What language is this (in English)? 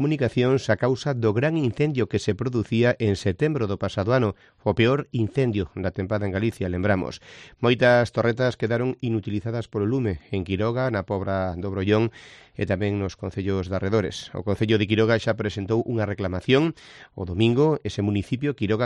Galician